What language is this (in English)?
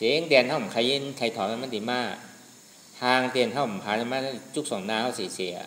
Shan